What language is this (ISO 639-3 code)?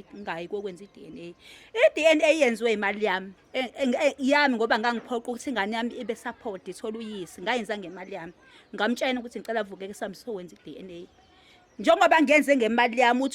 zul